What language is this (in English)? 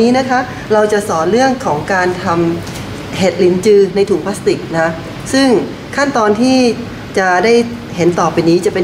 Thai